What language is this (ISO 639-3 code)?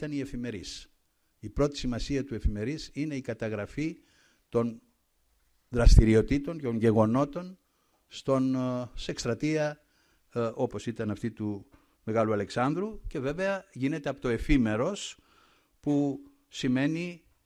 ell